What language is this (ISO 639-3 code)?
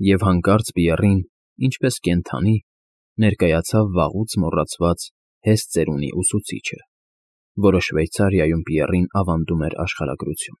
hye